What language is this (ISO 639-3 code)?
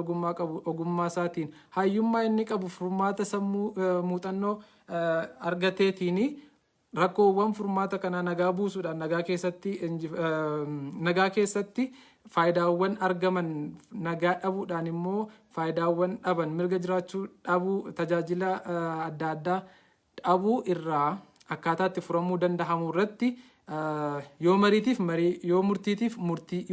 orm